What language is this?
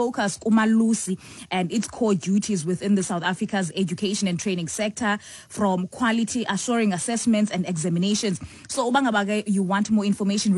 Xhosa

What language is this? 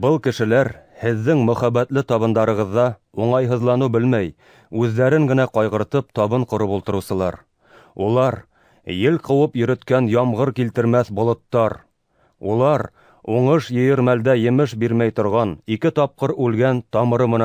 Bashkir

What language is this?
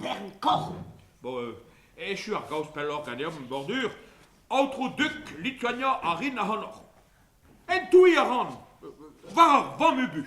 Breton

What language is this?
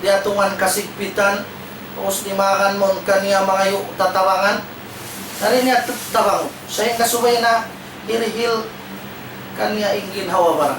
Tausug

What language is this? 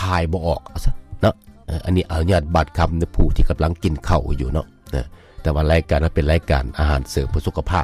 Lao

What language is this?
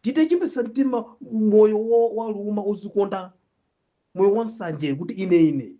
Nyanja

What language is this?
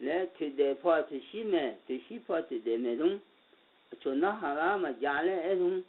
Akha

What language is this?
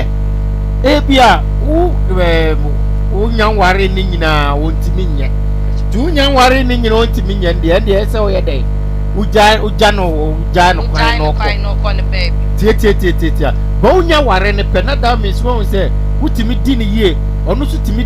Akan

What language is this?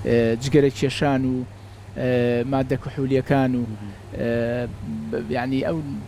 Central Kurdish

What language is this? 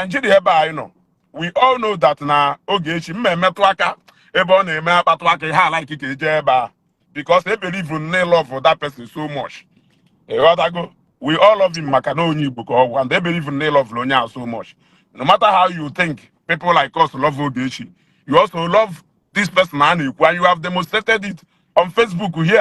Igbo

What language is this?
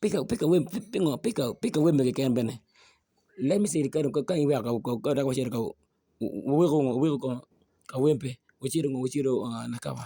Acoli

